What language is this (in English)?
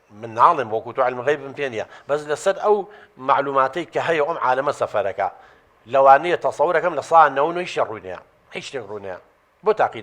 Central Kurdish